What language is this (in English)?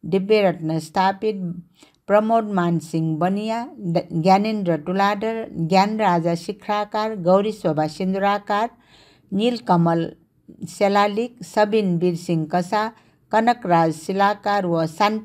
Newari